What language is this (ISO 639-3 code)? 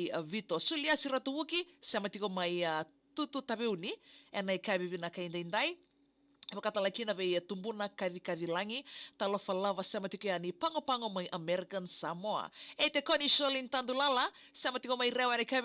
fij